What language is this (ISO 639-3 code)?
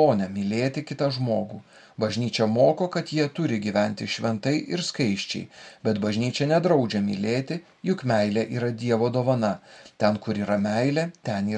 lit